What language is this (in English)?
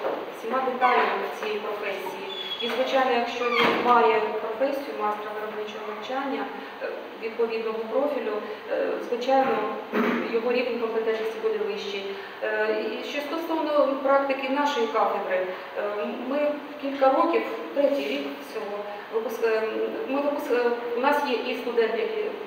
Ukrainian